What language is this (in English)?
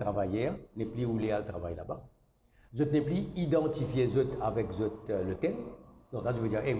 Morisyen